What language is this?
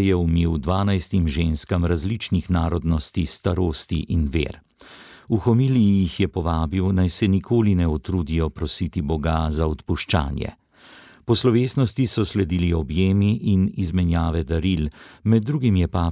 Slovenian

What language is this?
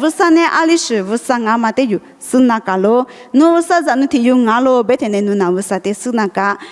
Lisu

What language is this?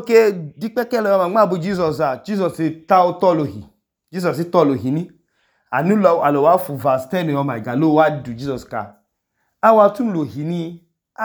Idoma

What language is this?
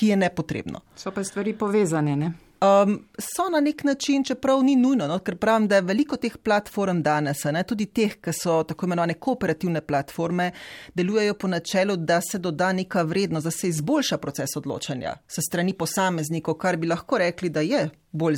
Slovenian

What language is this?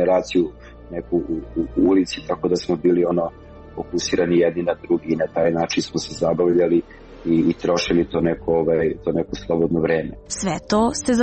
Serbian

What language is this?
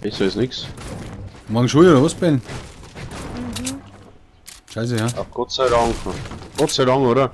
Bavarian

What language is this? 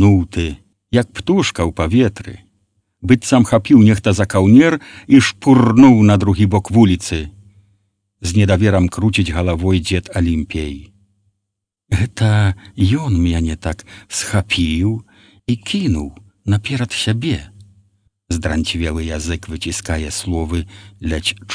Belarusian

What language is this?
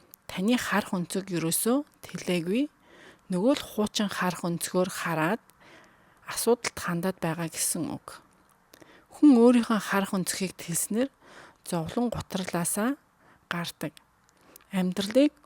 Mongolian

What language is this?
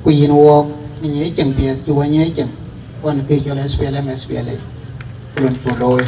Dinka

